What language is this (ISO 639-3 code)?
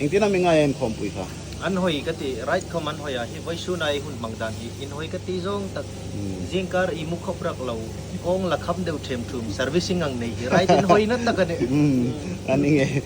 hmr